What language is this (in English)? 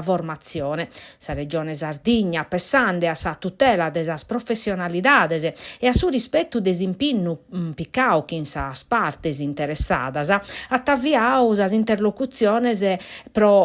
Sardinian